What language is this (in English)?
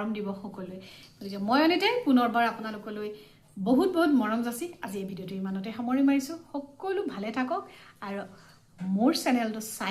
Assamese